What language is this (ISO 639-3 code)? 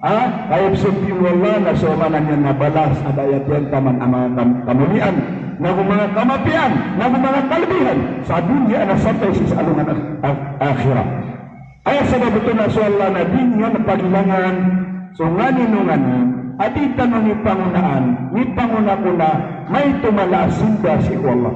mrw